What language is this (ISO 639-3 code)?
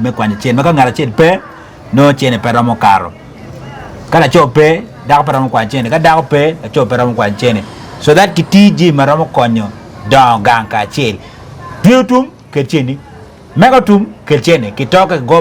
ach